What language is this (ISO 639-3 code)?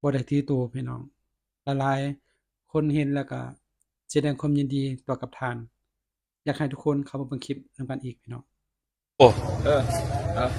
lao